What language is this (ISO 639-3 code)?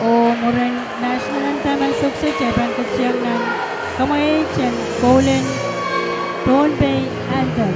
pon